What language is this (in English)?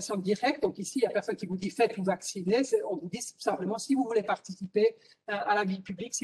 French